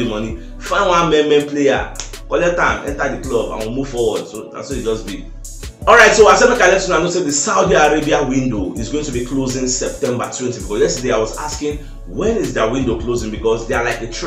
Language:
Nigerian Pidgin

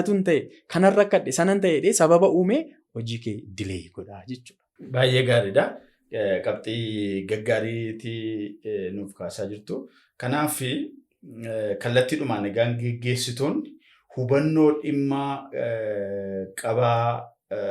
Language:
Oromo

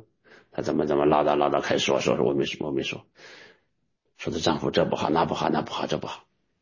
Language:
Chinese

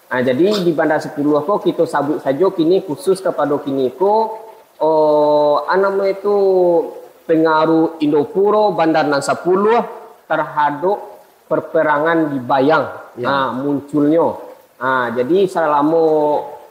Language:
Minangkabau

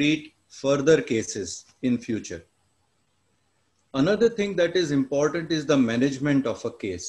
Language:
English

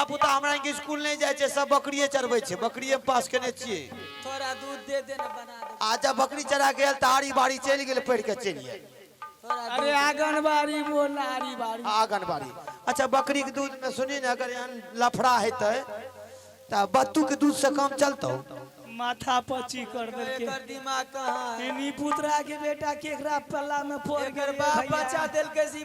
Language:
Maithili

